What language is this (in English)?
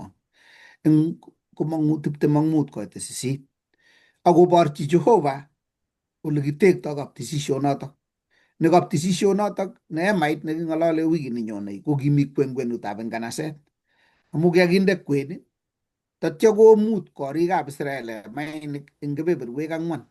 Kalenjin